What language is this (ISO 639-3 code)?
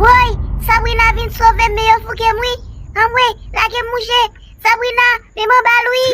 hat